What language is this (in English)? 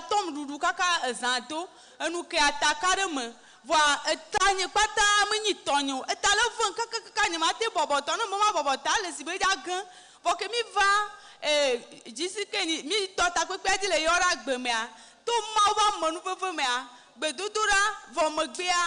Ewe